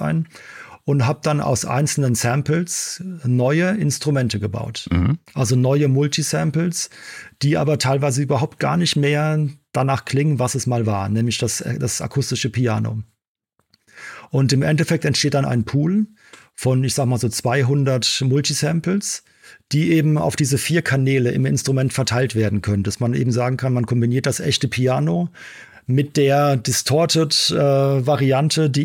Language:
German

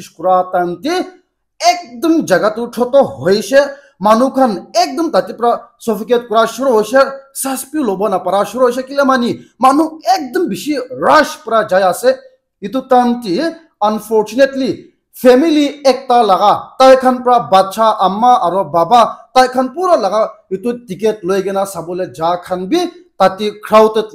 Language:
Naga Pidgin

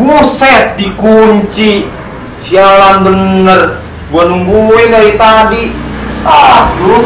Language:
Betawi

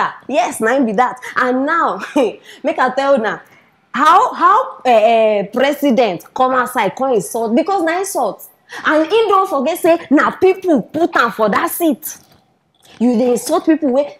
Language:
Nigerian Pidgin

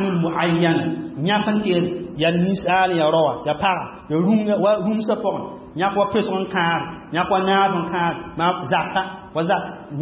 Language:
Mossi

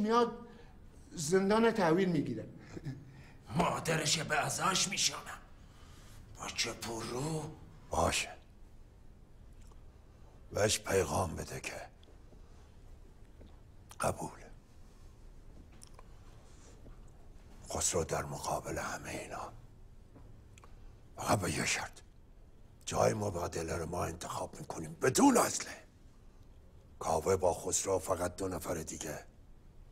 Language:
Persian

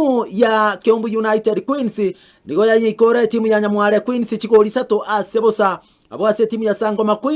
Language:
Gusii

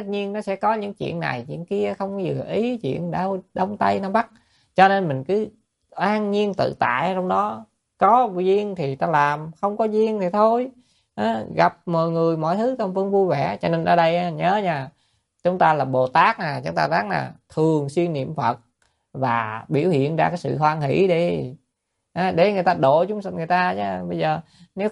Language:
Vietnamese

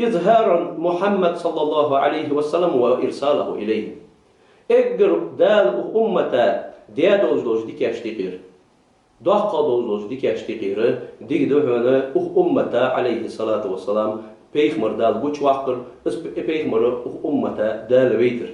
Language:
Ingush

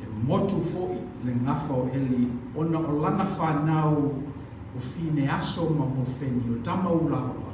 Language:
Samoan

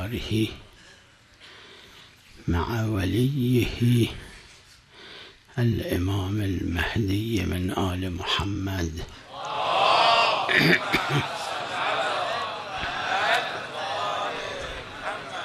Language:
Persian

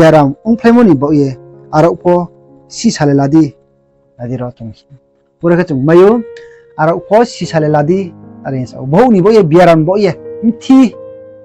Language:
Riang (India)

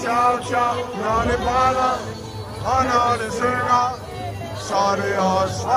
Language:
Danish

